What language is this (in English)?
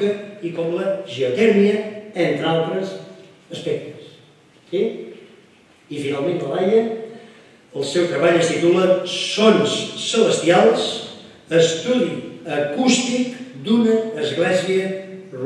Catalan